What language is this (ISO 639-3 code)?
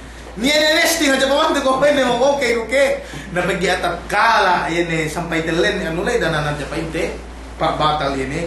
yka